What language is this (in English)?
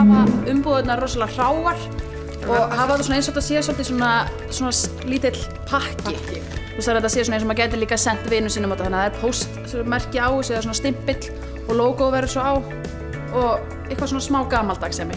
Icelandic